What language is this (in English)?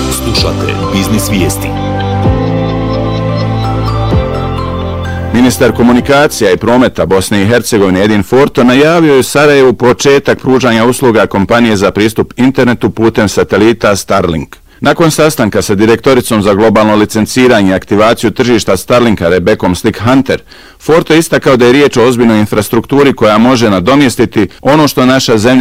Bosnian